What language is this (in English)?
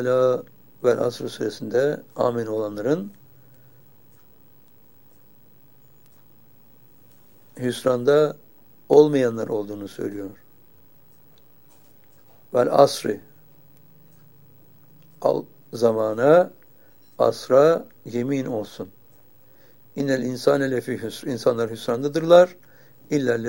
Turkish